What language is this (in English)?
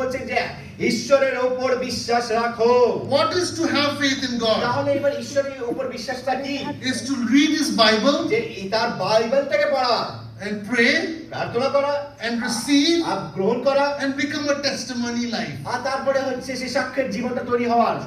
Bangla